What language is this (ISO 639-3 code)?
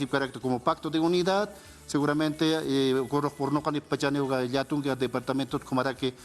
aym